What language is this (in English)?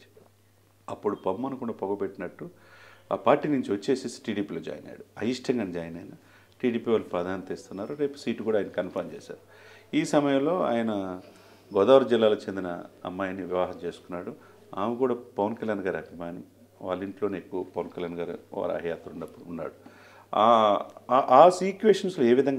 Telugu